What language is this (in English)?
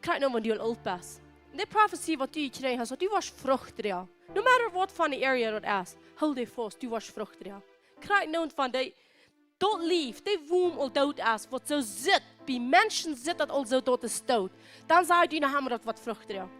Plautdietsch